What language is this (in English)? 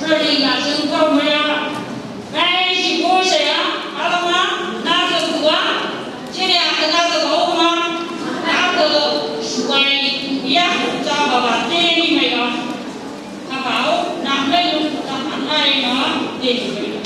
Phom Naga